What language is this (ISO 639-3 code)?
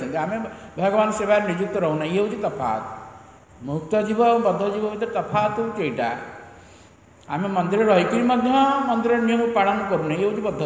ori